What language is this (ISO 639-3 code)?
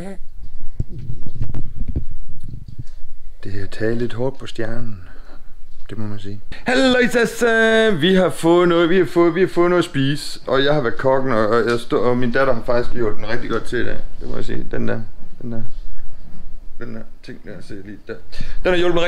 dan